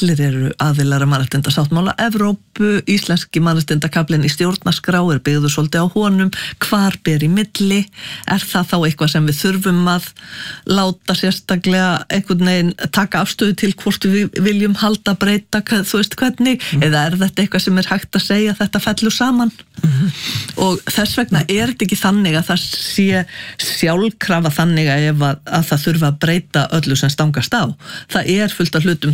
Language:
Icelandic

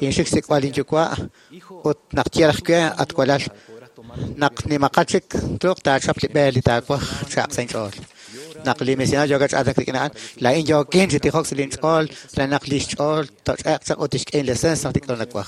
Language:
Kekchí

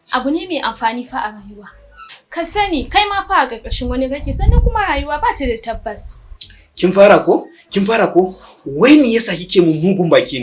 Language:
Hausa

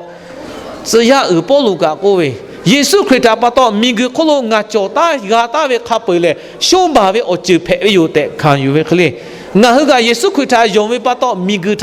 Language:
Lahu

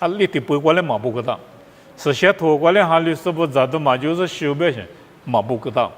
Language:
Lisu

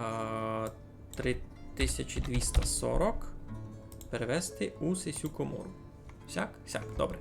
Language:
Rusyn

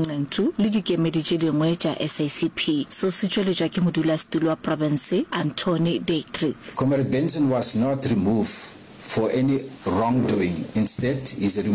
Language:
Northern Sotho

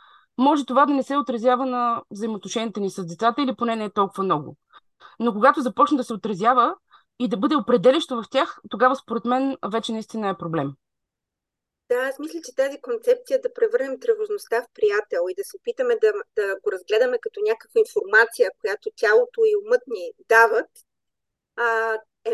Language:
Bulgarian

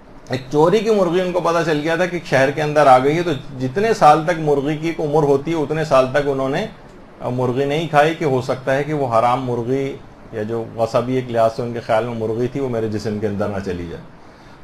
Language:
Urdu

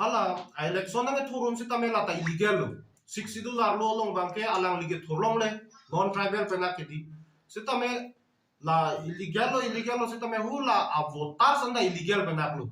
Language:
Karbi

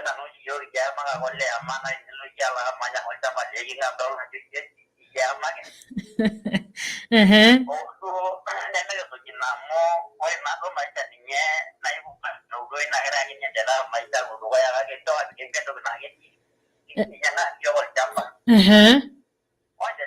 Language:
Masai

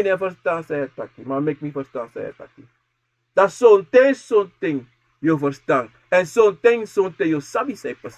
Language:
Sranan Tongo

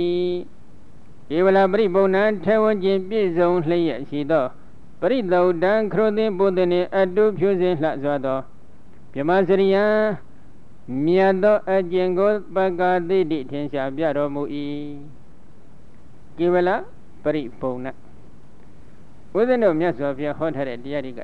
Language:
Burmese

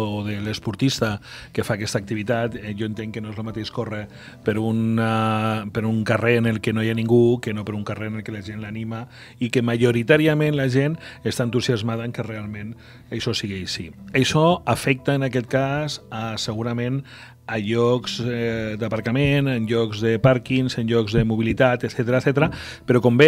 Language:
Catalan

